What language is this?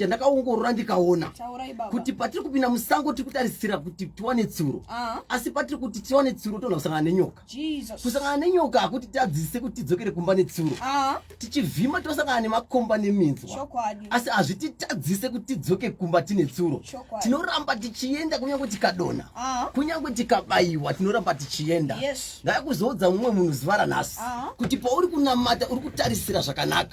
Shona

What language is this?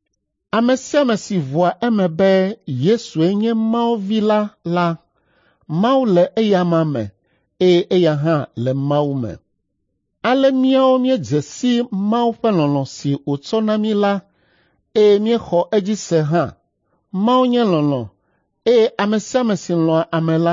Ewe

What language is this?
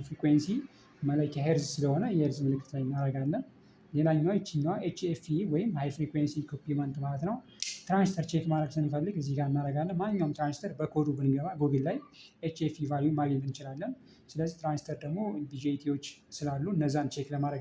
Amharic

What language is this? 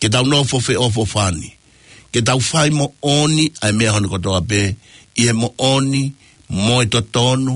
Tongan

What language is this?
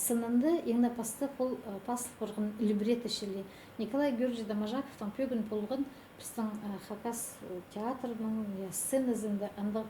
Khakas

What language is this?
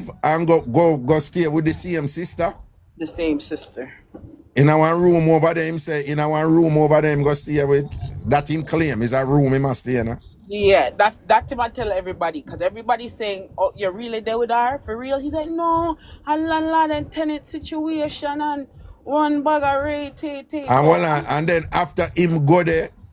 Jamaican Creole English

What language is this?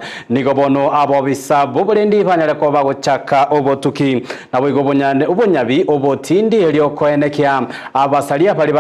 Gusii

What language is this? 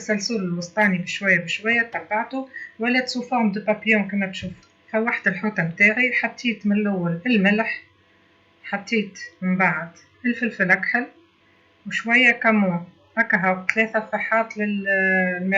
Tunisian Arabic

